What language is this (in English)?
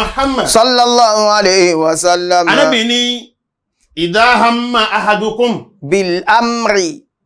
Yoruba